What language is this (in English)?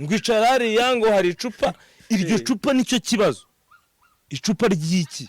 Kinyarwanda